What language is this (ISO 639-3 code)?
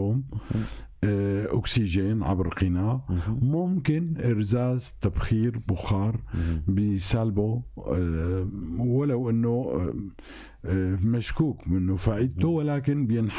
apc